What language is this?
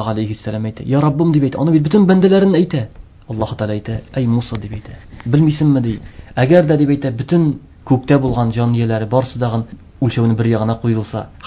Tatar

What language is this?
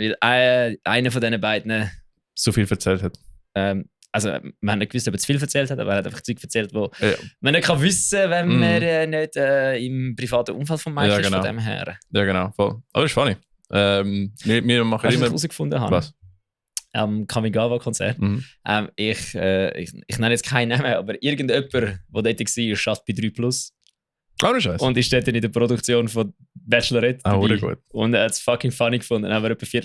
Swiss German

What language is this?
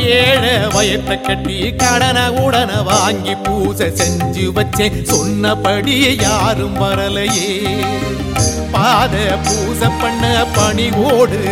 Tamil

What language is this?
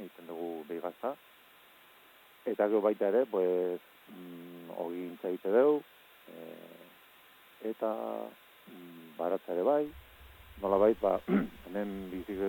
Basque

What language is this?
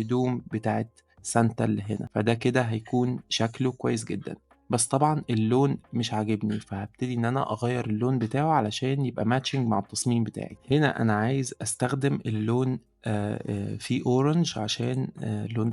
Egyptian Arabic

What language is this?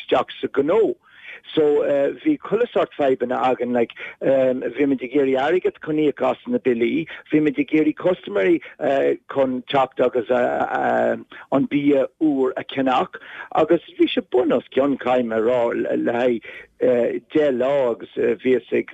Irish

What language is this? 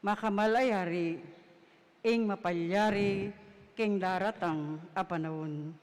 Pampanga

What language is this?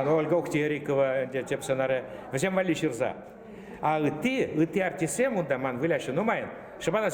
Chuvash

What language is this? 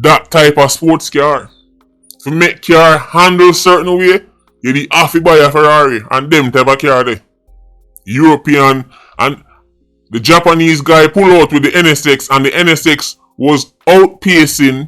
Jamaican Creole English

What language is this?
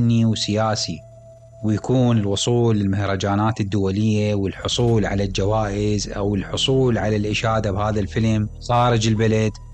Mesopotamian Arabic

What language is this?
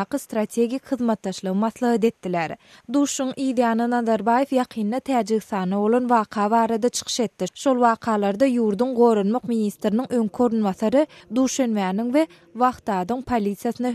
Turkmen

